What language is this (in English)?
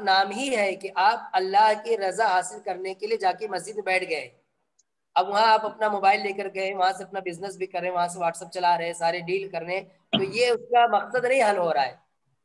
Urdu